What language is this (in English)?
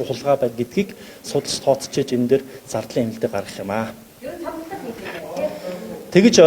Mongolian